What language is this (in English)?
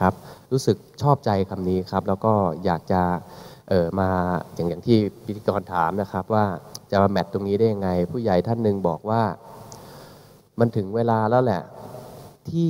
Thai